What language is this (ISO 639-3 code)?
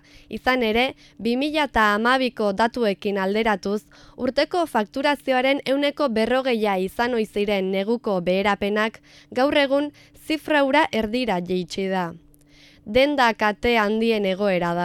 eus